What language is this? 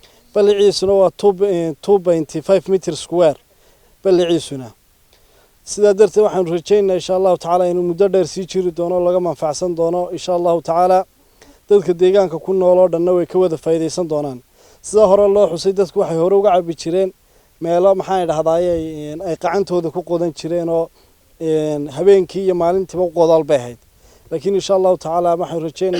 Somali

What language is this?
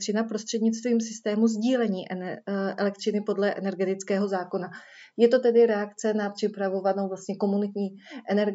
Czech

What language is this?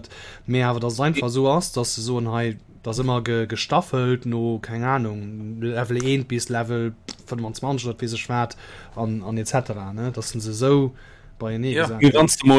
Luxembourgish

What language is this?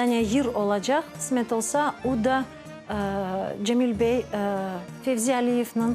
Crimean Tatar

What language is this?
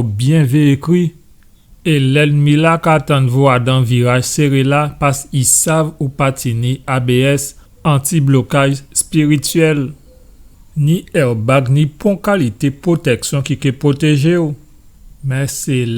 Guadeloupean Creole French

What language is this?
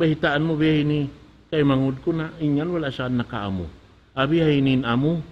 Tausug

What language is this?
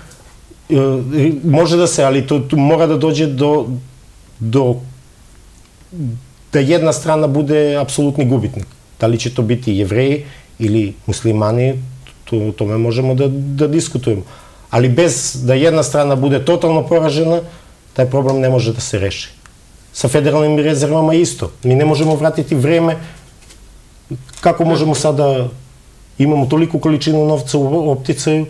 Serbian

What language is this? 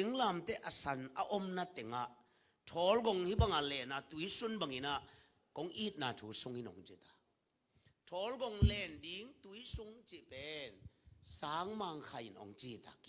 Tedim Chin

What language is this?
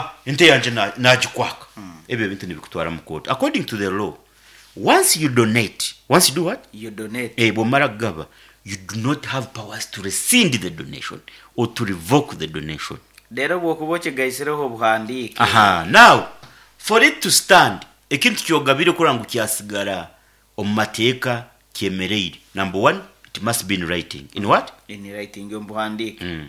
Nyankole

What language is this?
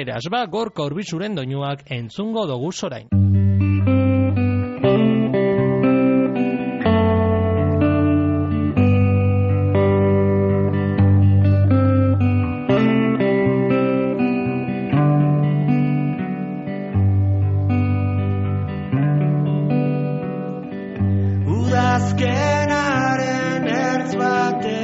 Basque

